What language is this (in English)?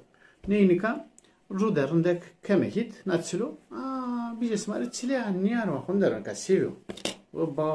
Zaza